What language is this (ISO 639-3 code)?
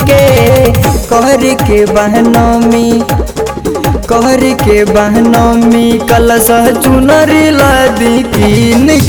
bho